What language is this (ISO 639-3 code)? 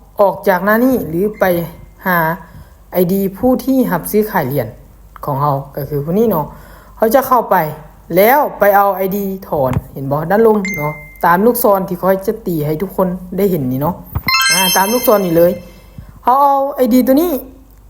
lao